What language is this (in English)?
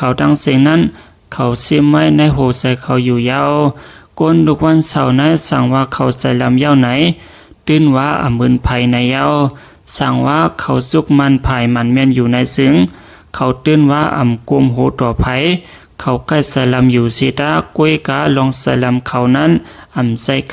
Shan